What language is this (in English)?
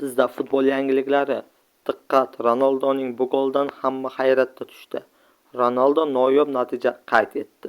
Uzbek